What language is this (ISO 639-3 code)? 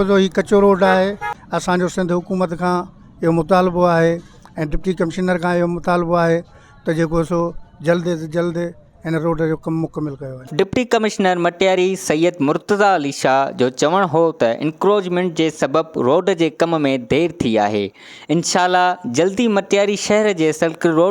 snd